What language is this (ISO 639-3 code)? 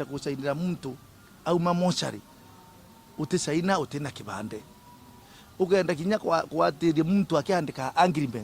mer